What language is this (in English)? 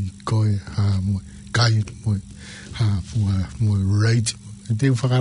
Tongan